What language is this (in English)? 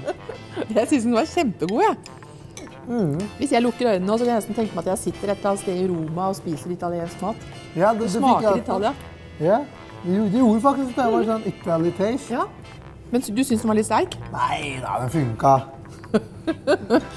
Norwegian